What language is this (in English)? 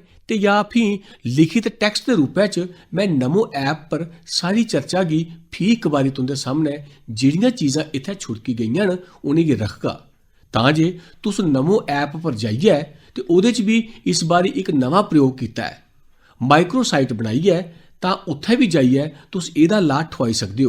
Dogri